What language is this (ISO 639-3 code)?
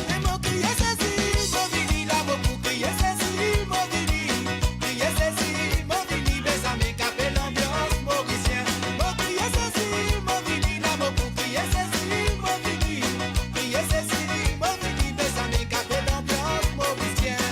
mfe